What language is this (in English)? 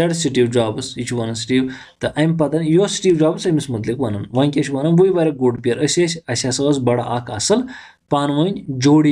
Kashmiri